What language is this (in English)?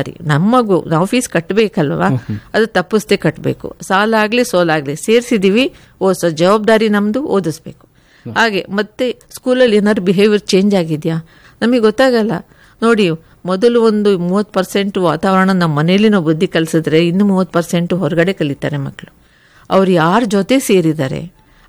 Kannada